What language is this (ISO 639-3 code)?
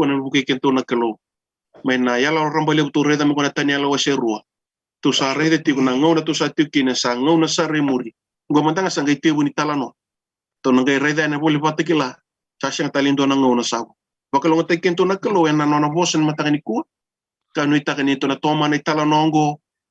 fij